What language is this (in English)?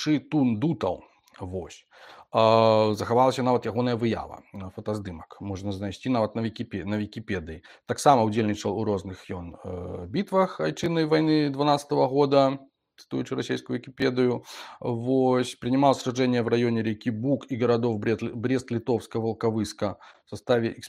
Belarusian